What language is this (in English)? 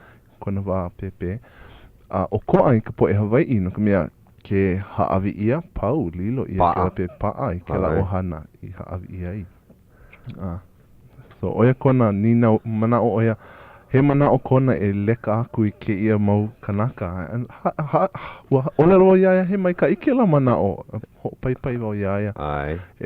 Hawaiian